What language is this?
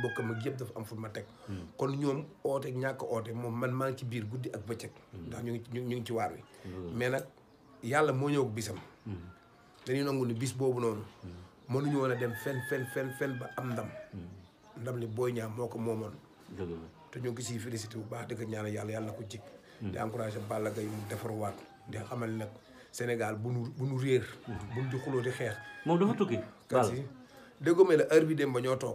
Wolof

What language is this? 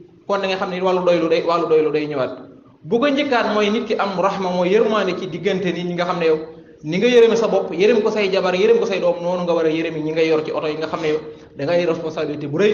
Wolof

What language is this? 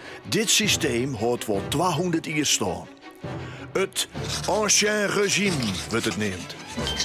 Western Frisian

